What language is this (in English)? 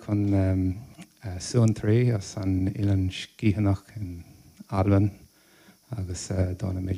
Irish